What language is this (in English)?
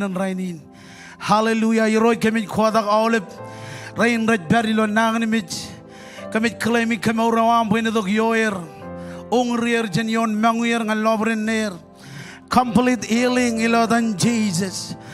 Marshallese